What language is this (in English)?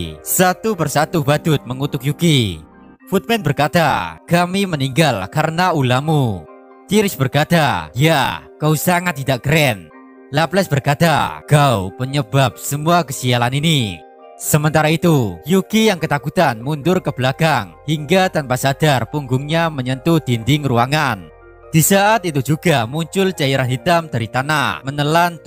Indonesian